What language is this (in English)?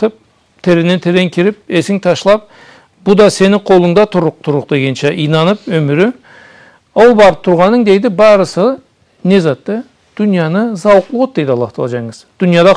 Karachay-Balkar